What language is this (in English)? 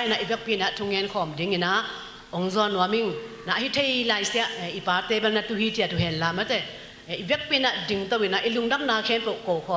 Tedim Chin